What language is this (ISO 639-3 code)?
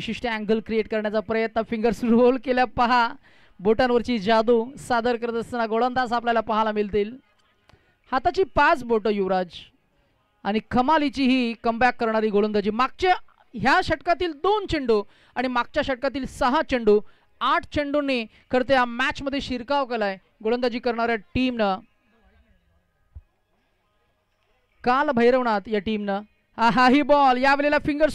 mar